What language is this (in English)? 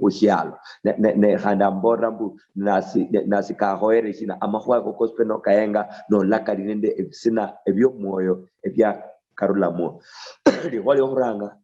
Luyia